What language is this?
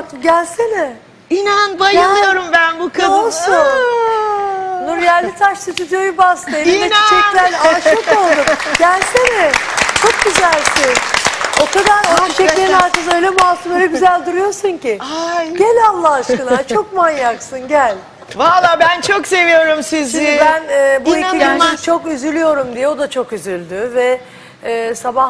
Turkish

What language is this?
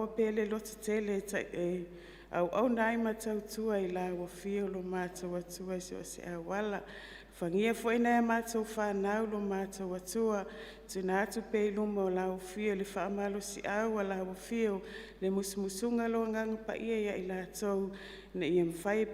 Samoan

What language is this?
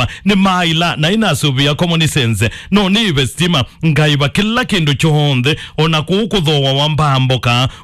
Kamba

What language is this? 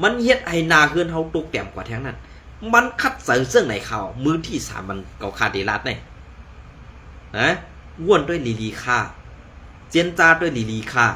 Shan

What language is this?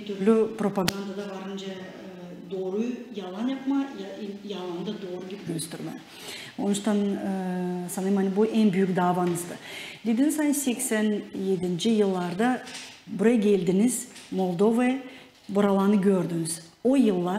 Gagauz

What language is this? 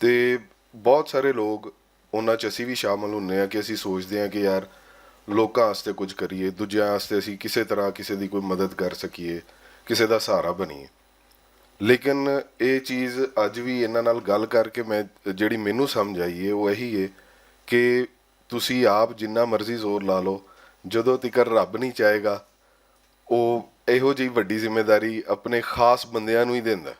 Western Panjabi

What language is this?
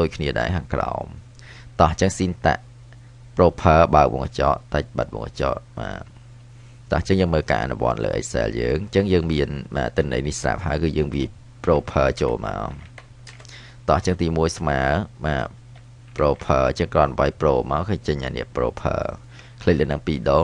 Khmer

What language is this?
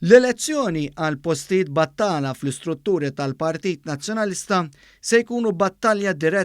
Maltese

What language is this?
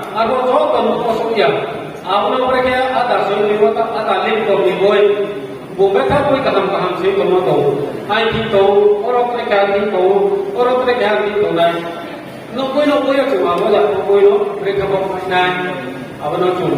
Riang (India)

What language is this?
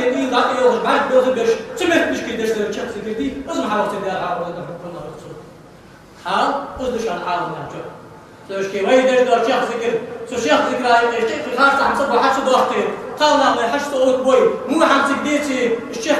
Ingush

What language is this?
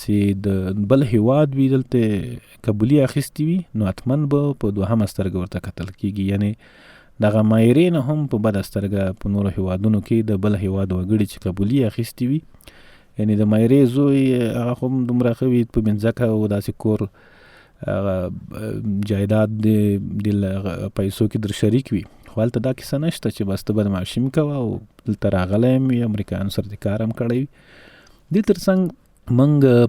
Pashto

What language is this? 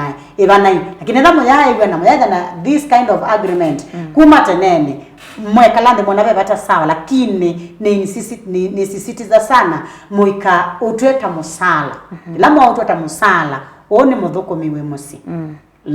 Kamba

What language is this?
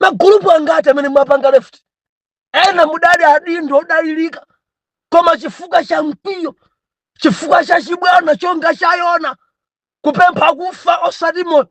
Nyanja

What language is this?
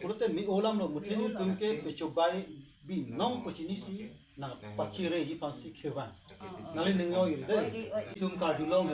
Karbi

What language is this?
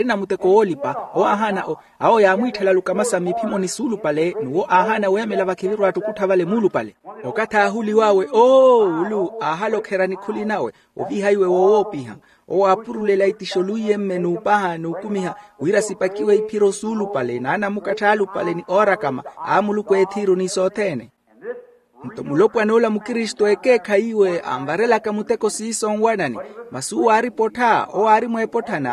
Makhuwa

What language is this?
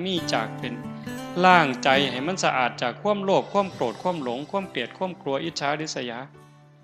Northeastern Thai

